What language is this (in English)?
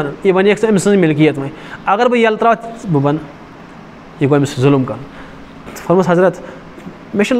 Kashmiri